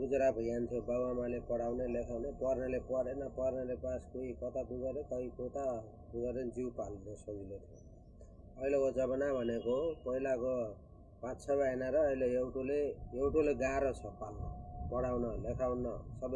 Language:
Nepali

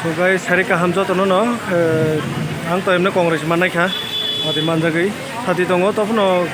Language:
Kok Borok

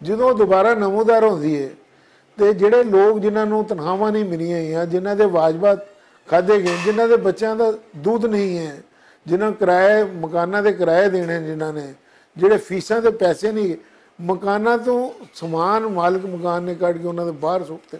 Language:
Western Panjabi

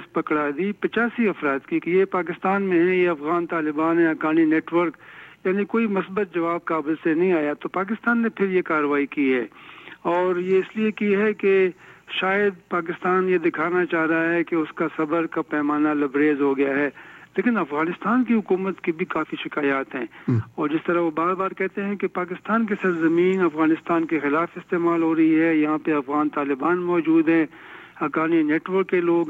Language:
Urdu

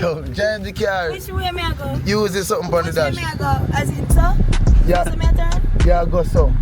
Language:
Jamaican Creole English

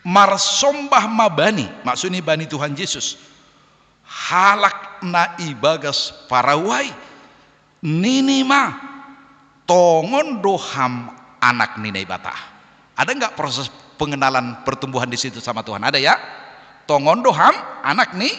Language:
Batak Simalungun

